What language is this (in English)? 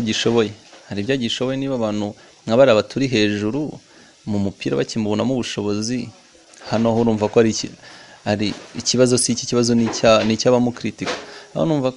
Kinyarwanda